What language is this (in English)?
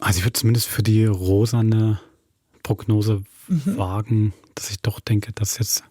Swiss German